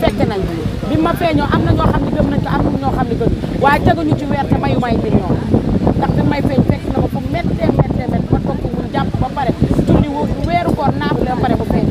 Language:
Wolof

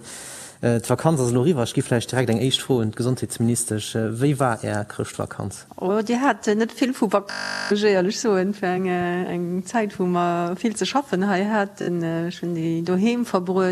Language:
Luxembourgish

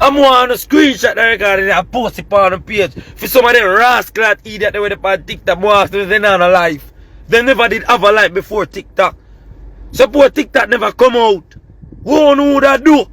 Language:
Jamaican Creole English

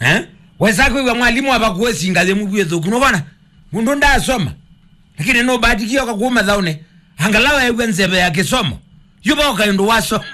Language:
Kamba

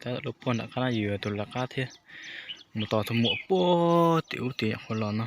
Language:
Hmong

